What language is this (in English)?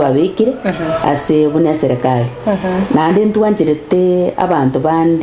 Gusii